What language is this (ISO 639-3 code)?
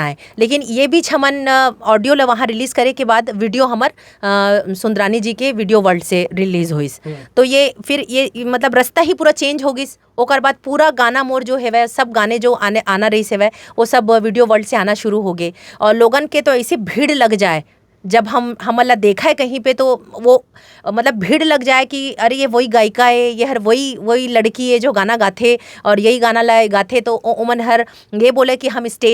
hne